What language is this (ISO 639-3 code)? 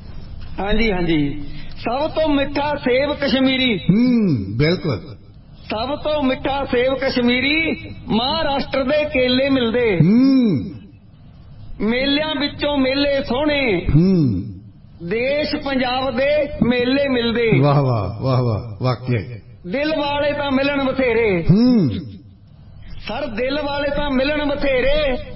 pan